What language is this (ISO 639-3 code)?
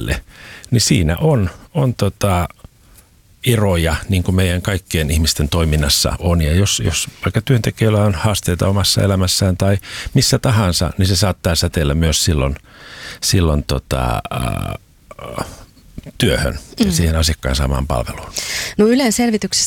fin